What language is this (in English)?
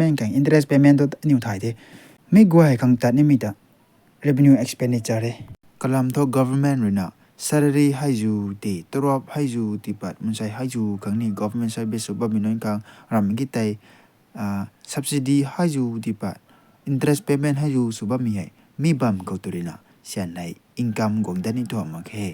Rongmei Naga